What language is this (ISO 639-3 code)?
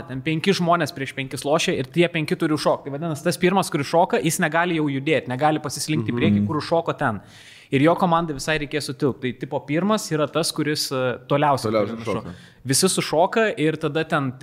lit